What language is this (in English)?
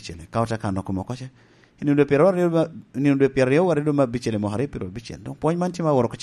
Lango (Uganda)